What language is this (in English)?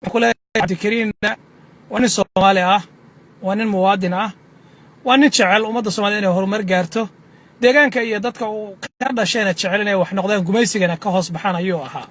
Somali